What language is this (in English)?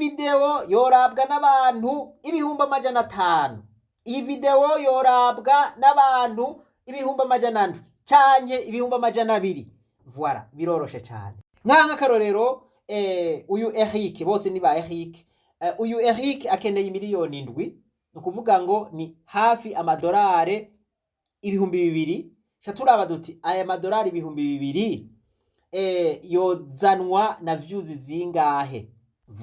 Rundi